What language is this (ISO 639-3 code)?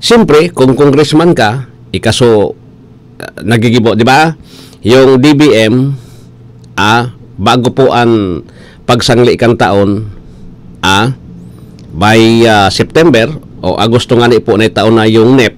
bik